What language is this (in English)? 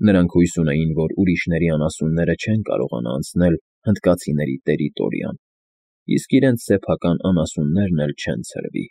Armenian